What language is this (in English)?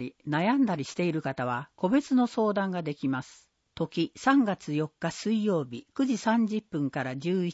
Japanese